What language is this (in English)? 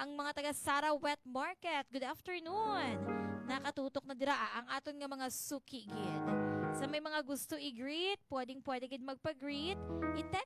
Hiligaynon